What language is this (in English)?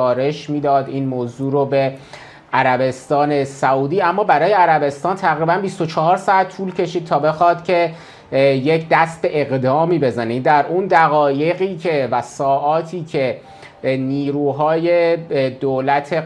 Persian